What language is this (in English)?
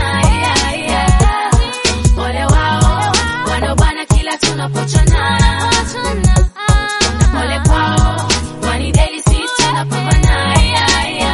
Swahili